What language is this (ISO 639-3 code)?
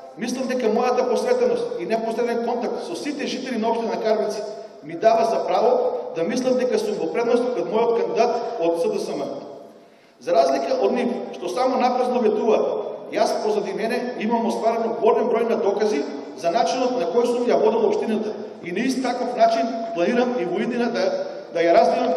mkd